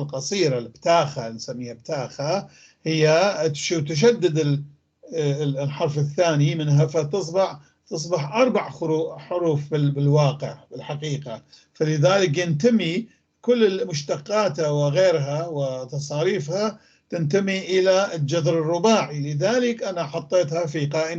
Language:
North Levantine Arabic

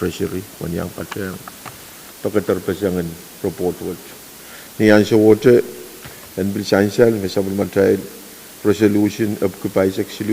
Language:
Pohnpeian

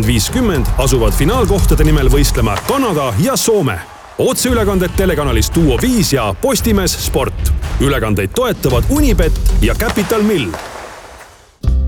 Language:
Estonian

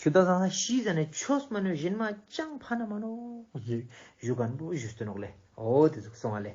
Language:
Ladakhi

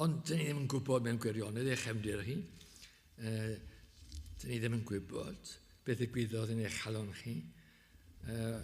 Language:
Welsh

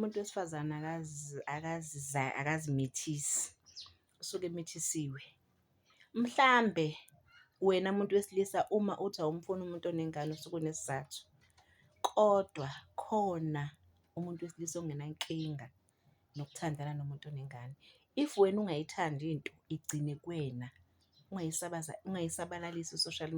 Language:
Zulu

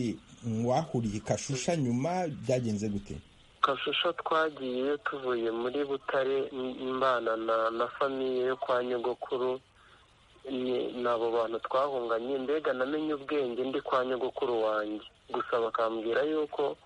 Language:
Kinyarwanda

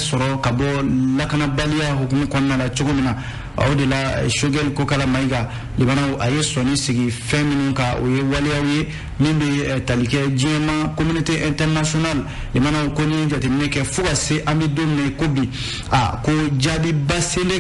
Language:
Bambara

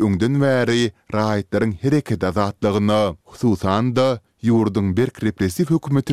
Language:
Turkmen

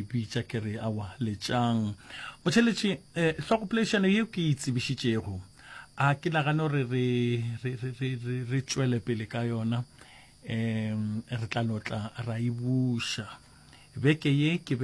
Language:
Northern Sotho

